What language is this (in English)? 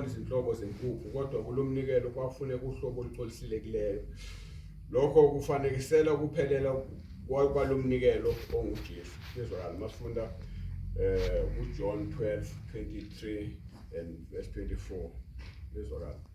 Zulu